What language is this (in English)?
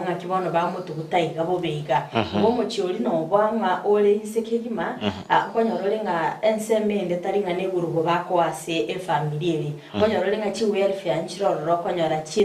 Gusii